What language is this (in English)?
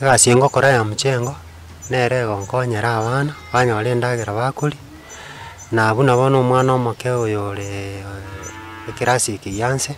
Gusii